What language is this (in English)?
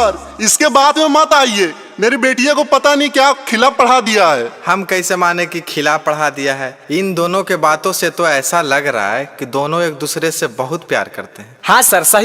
Magahi